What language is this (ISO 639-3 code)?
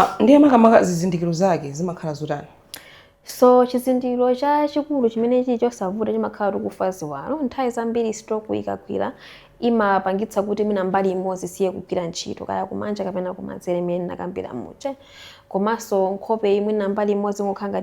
nya